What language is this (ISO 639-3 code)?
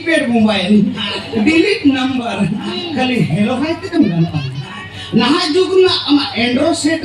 sat